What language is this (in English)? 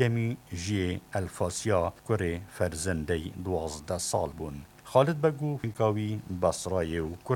Kurdish